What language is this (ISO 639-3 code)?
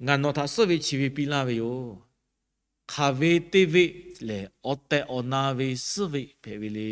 lhu